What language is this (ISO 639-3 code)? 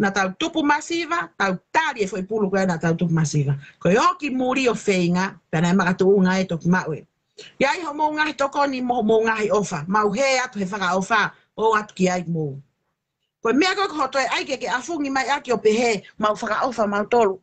ton